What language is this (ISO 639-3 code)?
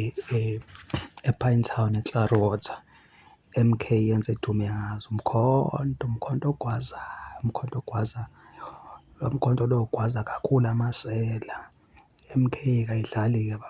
zul